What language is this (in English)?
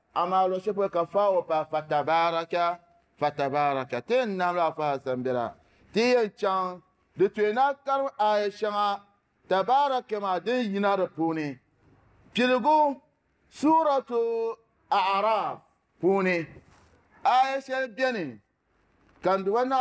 Dagbani